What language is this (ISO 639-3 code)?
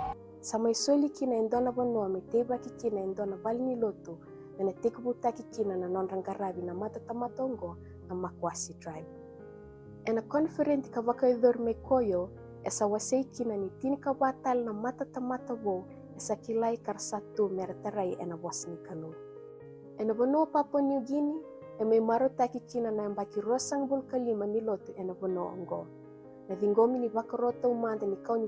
fij